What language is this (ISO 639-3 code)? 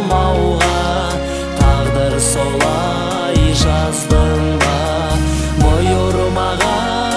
kaz